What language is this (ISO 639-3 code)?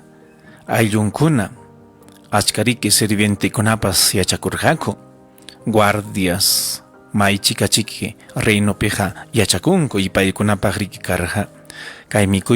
quy